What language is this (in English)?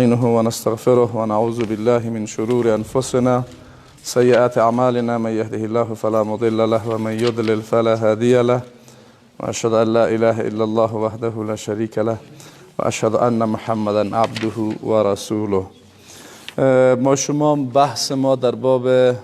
Persian